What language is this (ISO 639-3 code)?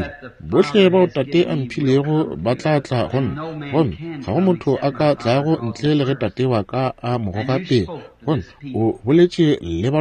nso